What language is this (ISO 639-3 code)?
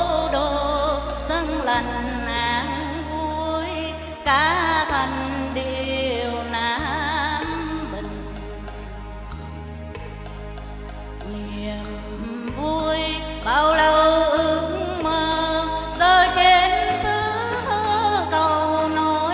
vie